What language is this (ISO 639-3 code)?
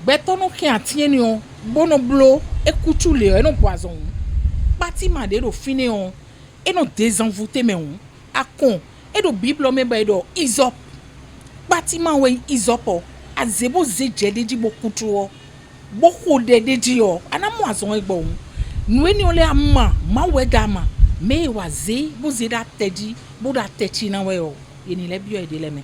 fon